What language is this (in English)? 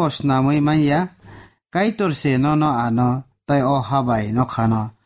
Kok Borok